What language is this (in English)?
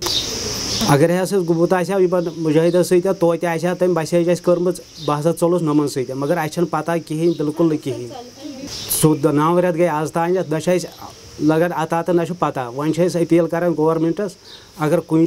Kashmiri